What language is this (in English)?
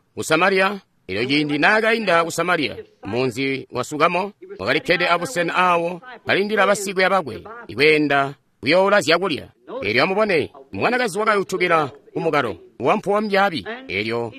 Tonga (Zambia)